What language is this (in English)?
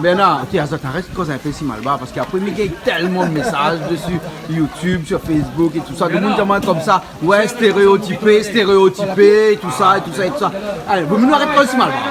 Réunion Creole French